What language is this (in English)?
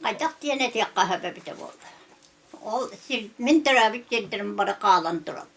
Yakut